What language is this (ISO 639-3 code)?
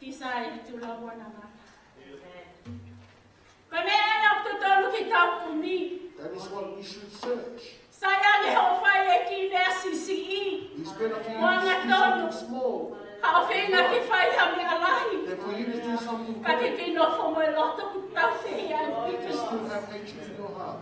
ton